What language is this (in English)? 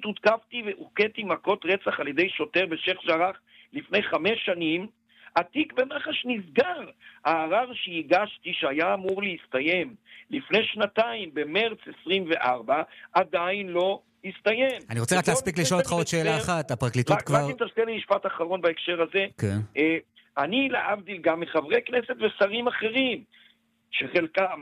Hebrew